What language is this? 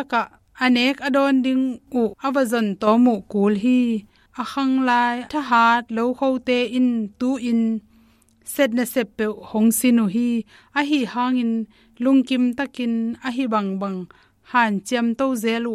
Tedim Chin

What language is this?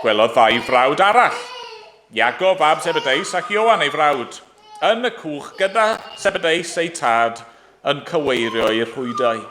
Welsh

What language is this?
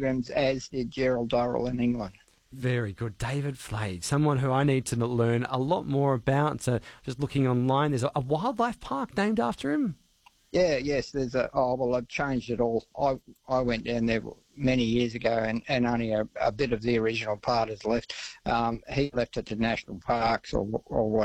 English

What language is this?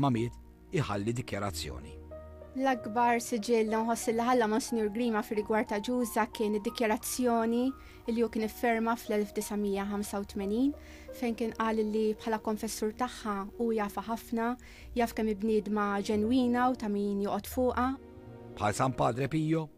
Maltese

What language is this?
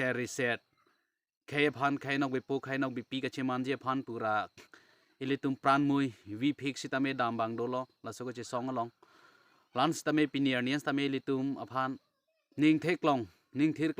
Karbi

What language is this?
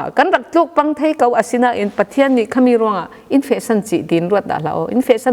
Falam Chin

